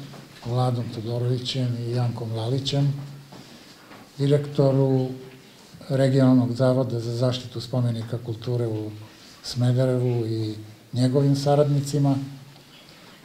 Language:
Serbian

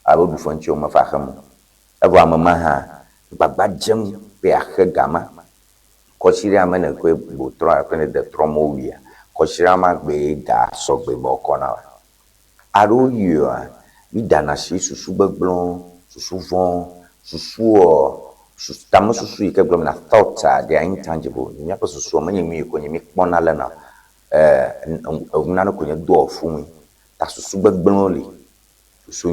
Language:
Ewe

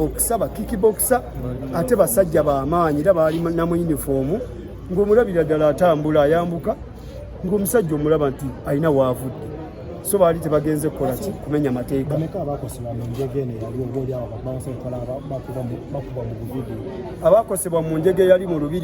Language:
Ganda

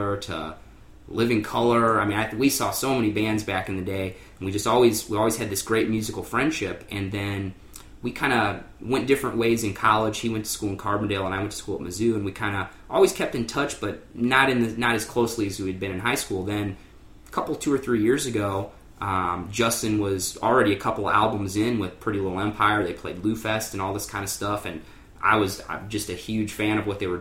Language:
English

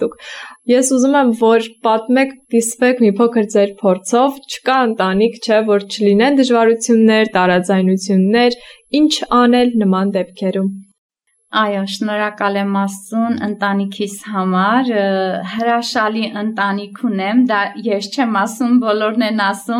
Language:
Armenian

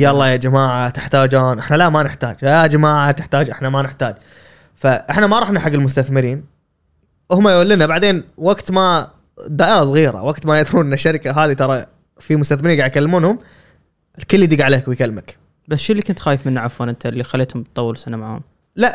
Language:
Gulf Arabic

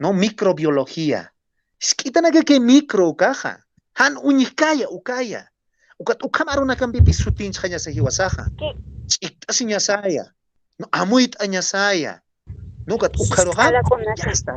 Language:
Aymara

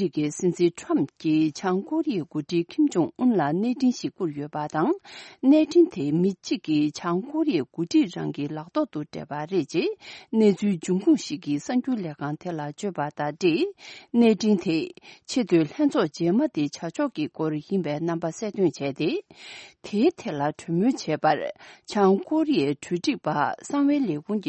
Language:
Tibetan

